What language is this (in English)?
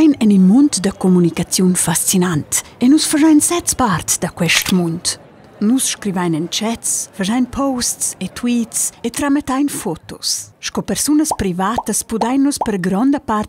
Romansh